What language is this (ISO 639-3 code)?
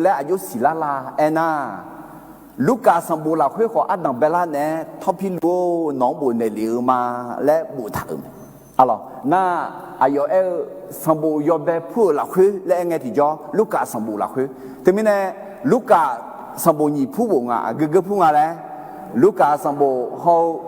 ahk